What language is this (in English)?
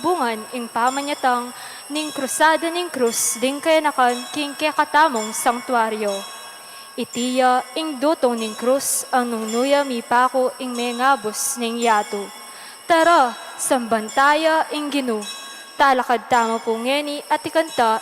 Pampanga